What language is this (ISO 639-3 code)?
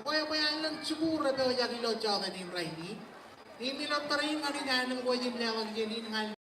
mah